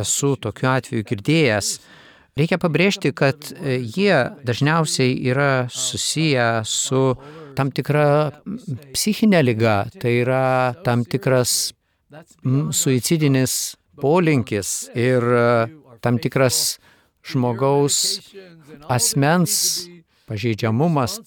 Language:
Lithuanian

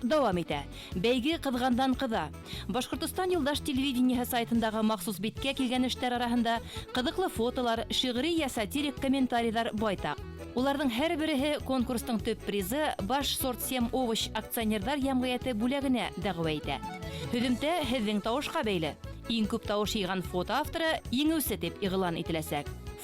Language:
Bashkir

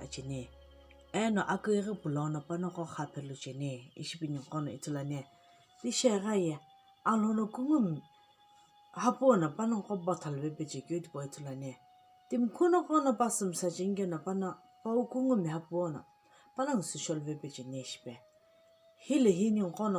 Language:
Sumi Naga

